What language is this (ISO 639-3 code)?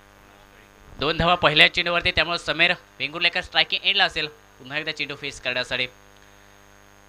mar